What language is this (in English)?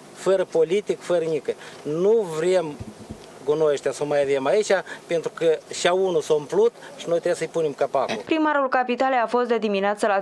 Romanian